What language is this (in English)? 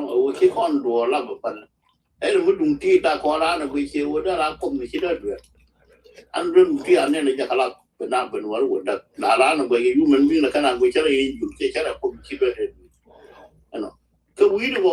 Nuer